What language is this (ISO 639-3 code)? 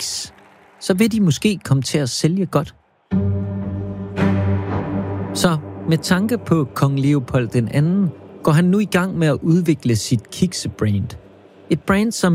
dan